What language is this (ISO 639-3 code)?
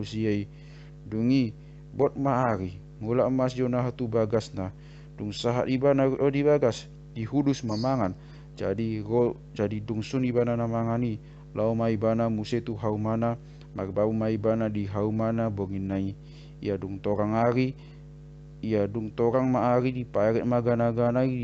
bbc